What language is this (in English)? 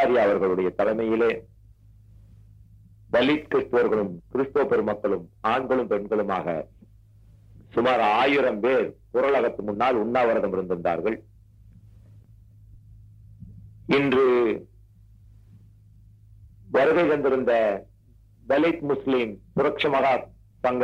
Tamil